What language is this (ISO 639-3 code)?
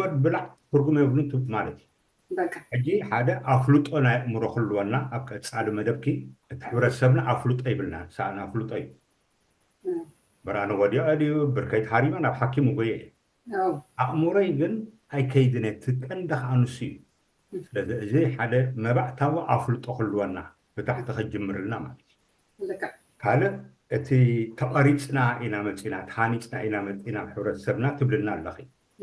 tir